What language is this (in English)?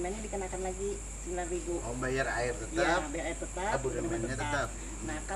Banjar